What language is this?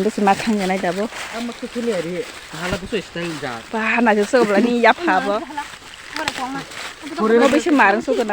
Kok Borok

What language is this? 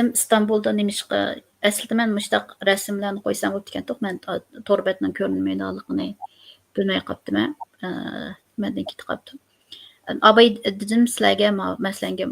Uyghur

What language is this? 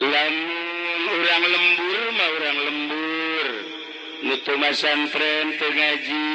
Sundanese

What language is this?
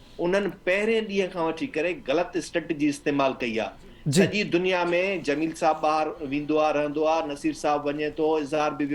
Sindhi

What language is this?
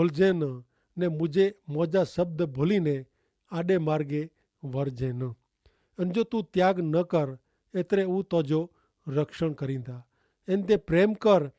Kachhi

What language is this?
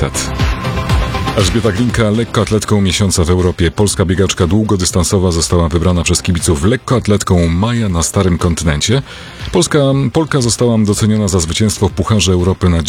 Polish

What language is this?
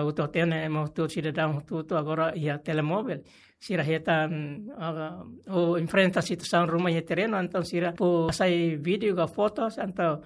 Tetum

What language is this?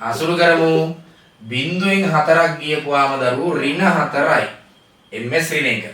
Sinhala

